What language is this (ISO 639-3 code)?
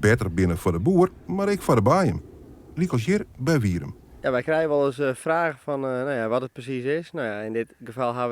fry